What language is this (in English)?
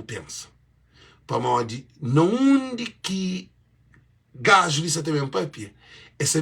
Kabuverdianu